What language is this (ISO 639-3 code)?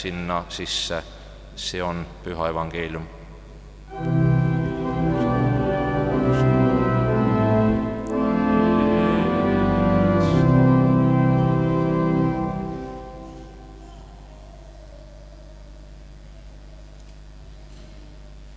est